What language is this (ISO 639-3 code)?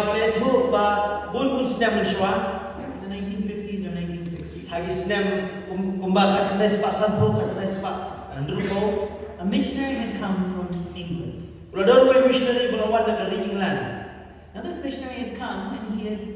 kha